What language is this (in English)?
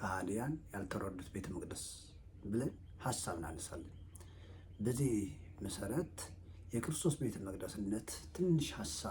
Amharic